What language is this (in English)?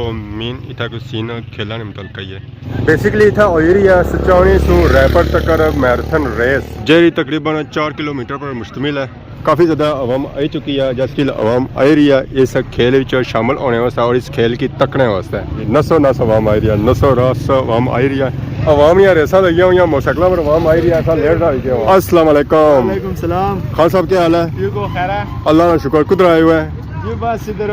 Pahari-Potwari